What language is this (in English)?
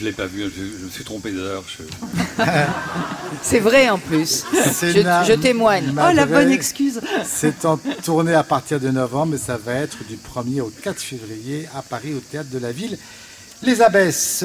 French